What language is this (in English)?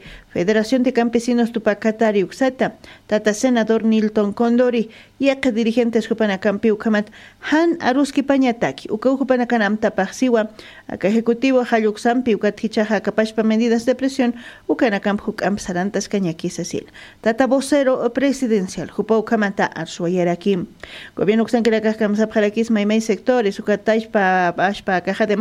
Aymara